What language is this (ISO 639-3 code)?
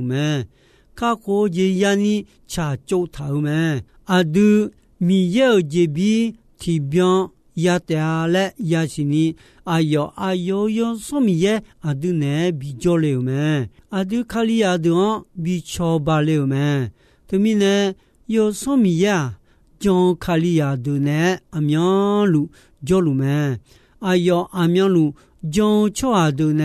ahk